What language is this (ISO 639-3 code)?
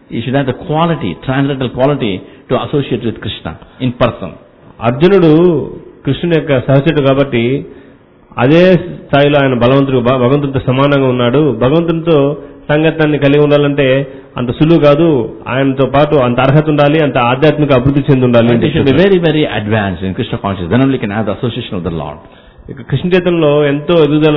tel